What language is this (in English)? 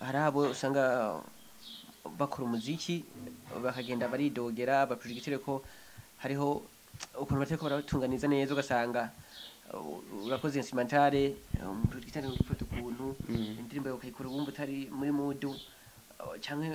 Rundi